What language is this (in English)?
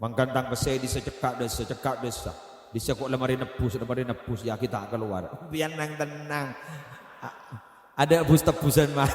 Madurese